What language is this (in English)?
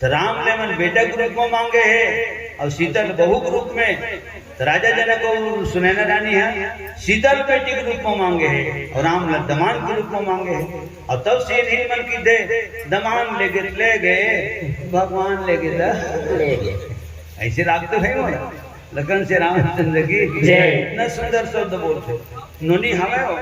Chhattisgarhi